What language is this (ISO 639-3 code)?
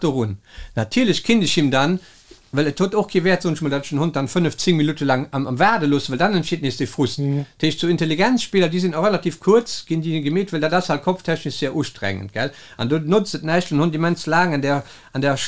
ltz